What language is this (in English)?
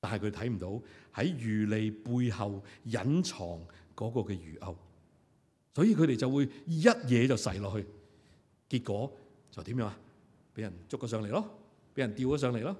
Cantonese